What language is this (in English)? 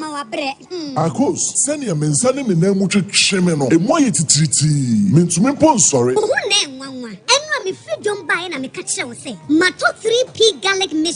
Akan